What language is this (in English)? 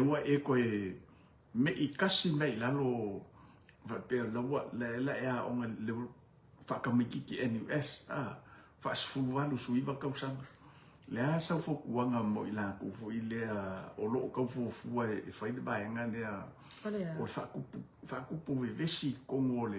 Samoan